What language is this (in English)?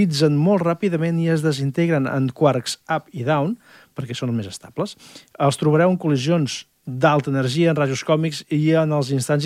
Catalan